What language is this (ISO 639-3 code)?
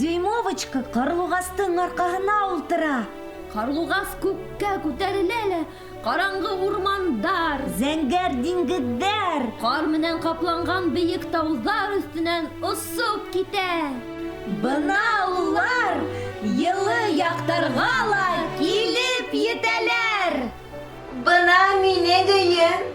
bak